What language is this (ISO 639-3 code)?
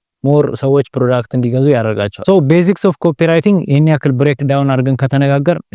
amh